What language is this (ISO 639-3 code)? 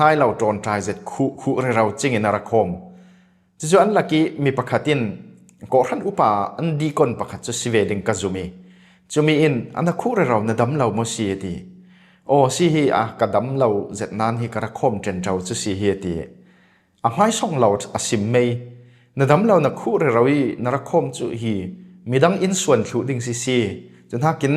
cfm